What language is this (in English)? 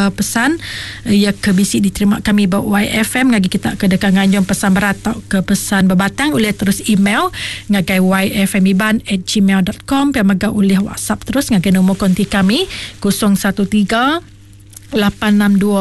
Iban